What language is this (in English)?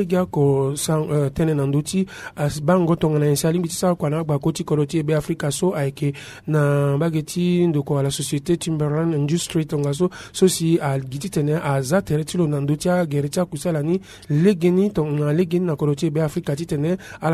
Sango